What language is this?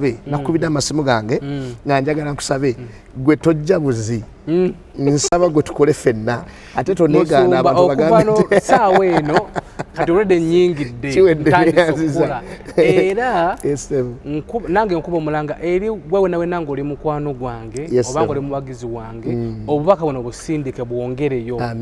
Ganda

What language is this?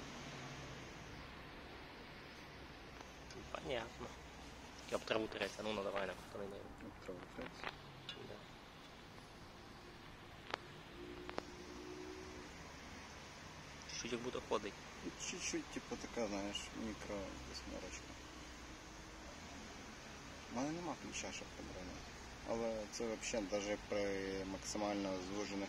Ukrainian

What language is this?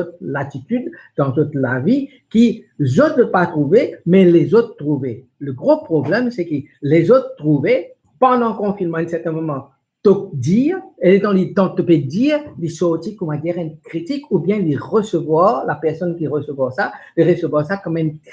Morisyen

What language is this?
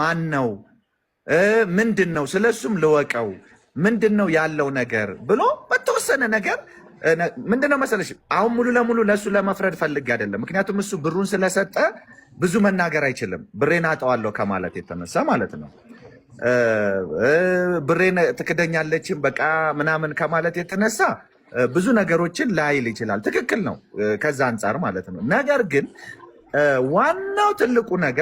Amharic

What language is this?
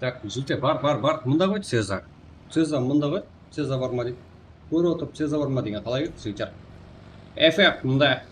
Kara-Kalpak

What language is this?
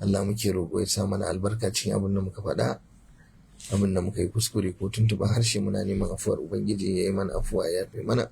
Hausa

